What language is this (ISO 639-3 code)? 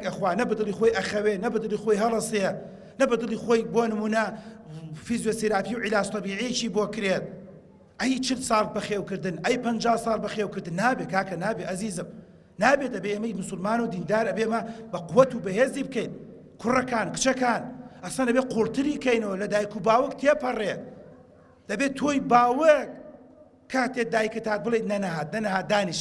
ckb